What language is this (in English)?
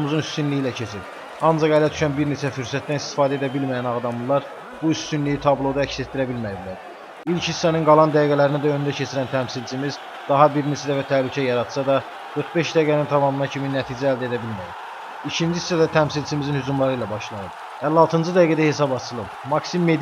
Azerbaijani